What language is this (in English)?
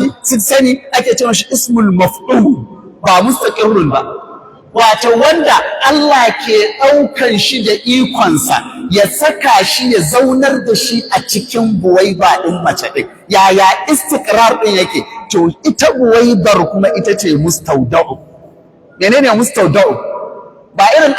Hausa